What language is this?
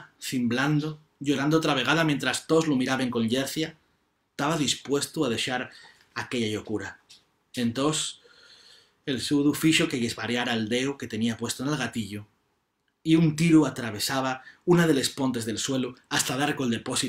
Asturian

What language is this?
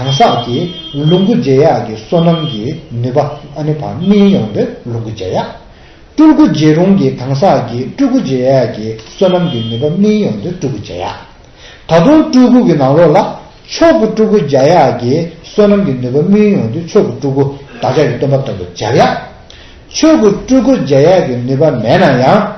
Tibetan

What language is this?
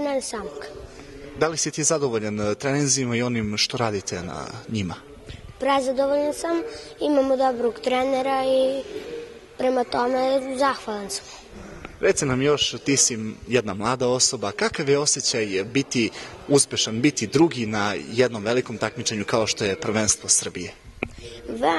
Serbian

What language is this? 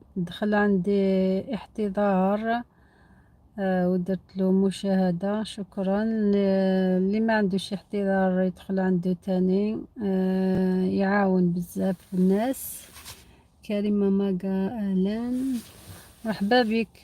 Algerian Arabic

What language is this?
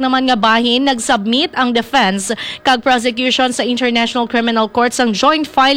Hiligaynon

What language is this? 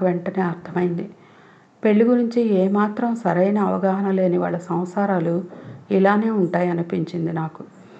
Telugu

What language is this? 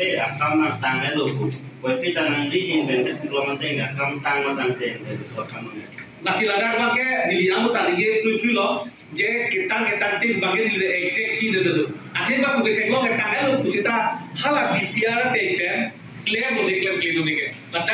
Karbi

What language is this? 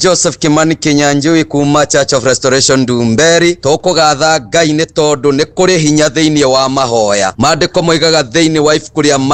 Kikuyu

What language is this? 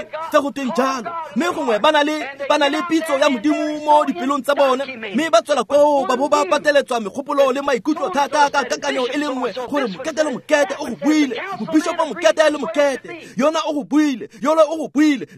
Tswana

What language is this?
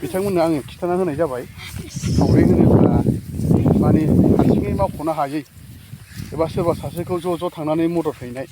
Bodo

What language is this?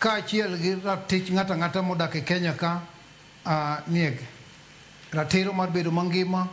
Luo (Kenya and Tanzania)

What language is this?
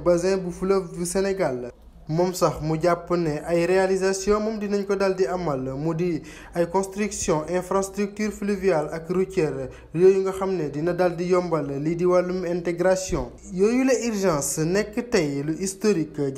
Wolof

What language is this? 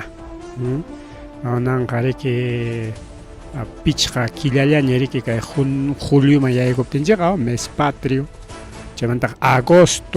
Ayacucho Quechua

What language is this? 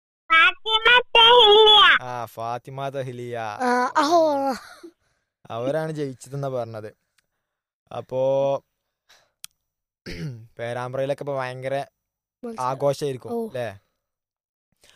Malayalam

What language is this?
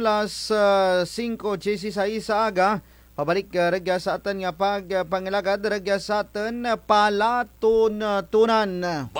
Kinaray-a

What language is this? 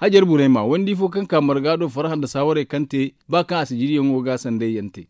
Zarma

